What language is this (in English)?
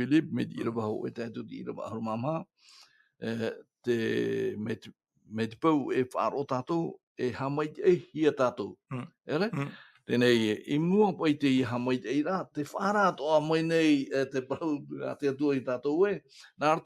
Tahitian